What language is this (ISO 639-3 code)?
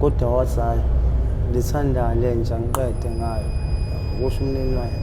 zul